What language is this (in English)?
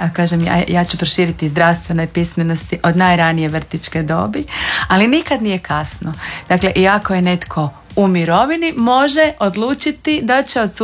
Croatian